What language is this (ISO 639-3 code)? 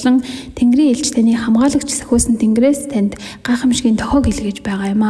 mon